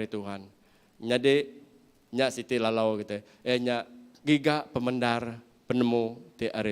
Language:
Iban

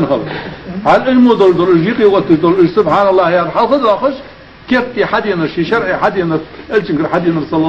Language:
Ingush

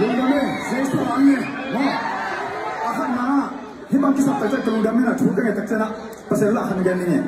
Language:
Tedim Chin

